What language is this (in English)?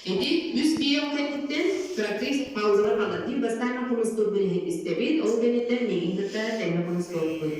Yakut